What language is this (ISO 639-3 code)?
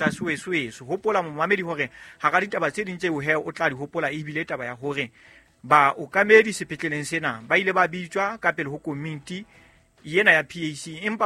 sot